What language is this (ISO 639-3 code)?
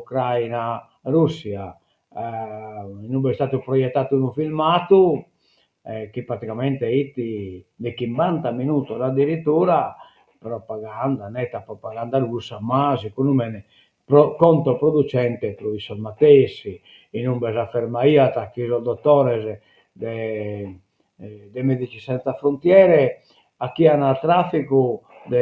srd